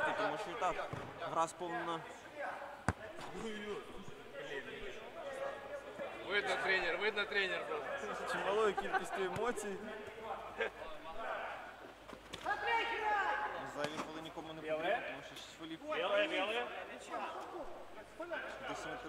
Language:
Ukrainian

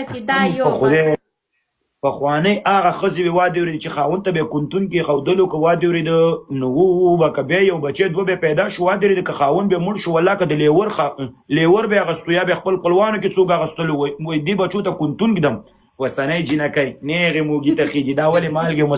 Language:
Pashto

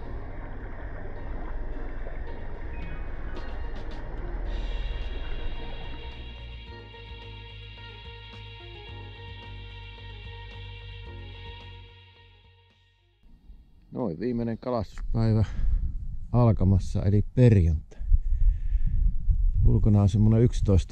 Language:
Finnish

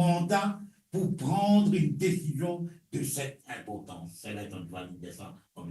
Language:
Morisyen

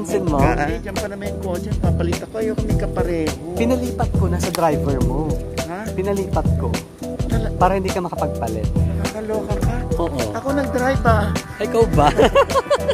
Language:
Filipino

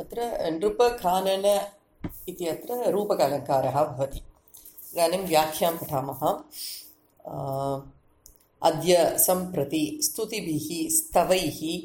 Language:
Sanskrit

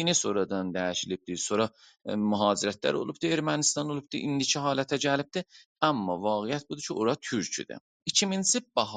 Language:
South Azerbaijani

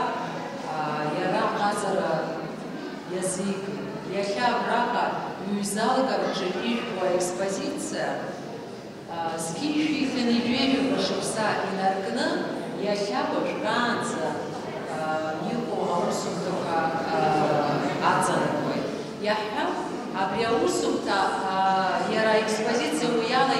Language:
Abkhazian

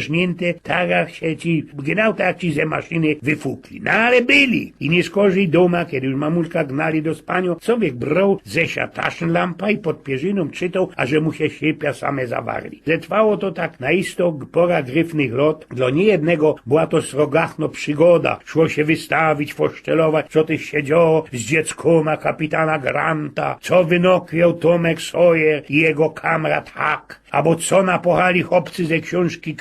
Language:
Silesian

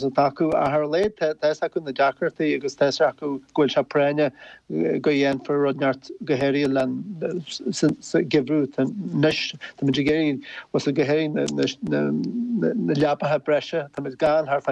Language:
Irish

